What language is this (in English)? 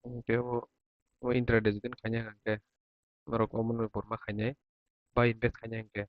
Kok Borok